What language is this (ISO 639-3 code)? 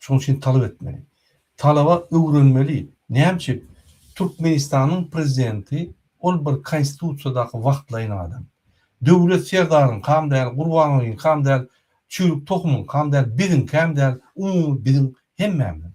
tuk